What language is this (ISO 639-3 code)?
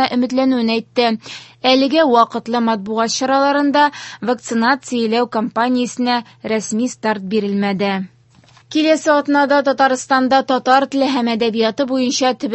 tat